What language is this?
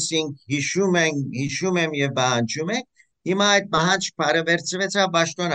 Western Armenian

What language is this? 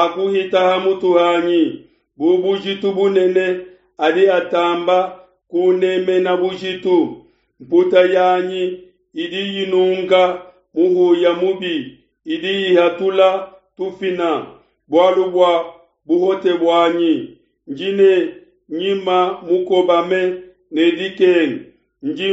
Luba-Lulua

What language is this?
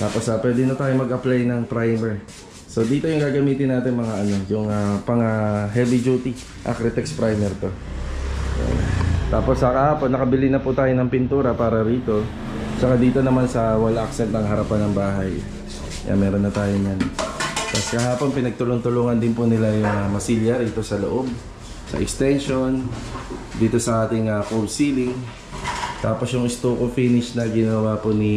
Filipino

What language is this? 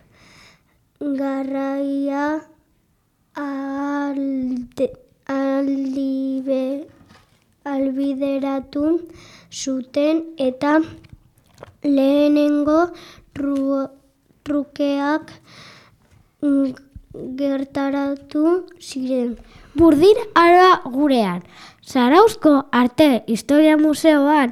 Basque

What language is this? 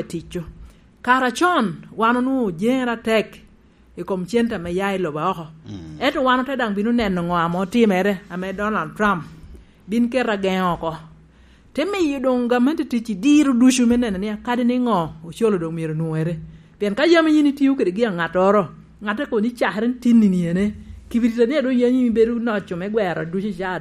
Lango (Uganda)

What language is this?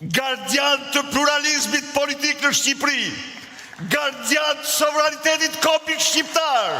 Albanian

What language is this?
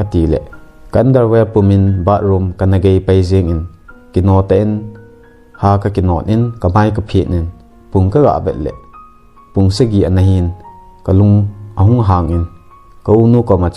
Thado Chin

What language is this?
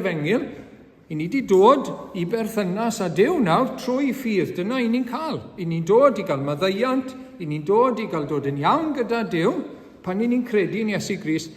Welsh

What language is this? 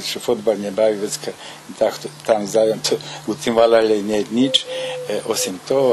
Rusyn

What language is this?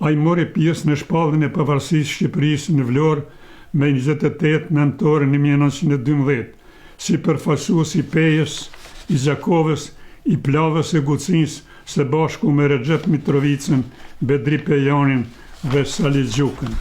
Albanian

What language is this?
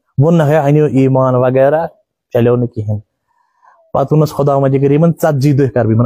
Kashmiri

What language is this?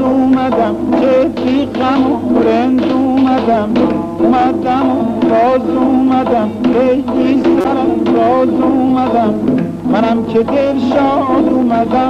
Persian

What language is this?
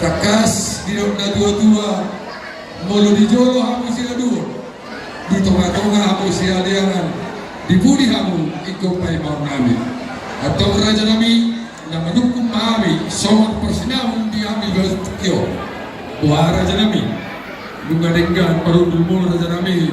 Batak Toba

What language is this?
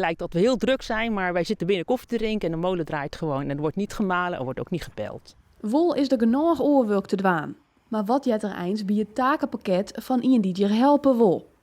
Western Frisian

